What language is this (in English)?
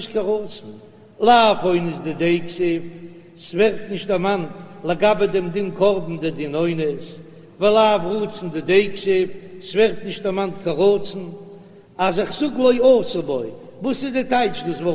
Yiddish